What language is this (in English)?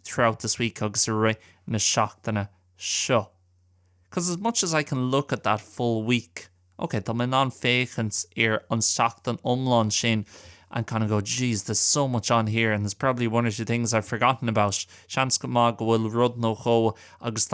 Irish